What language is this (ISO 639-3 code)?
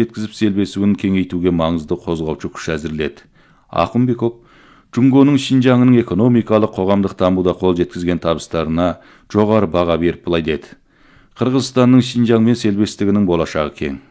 kaz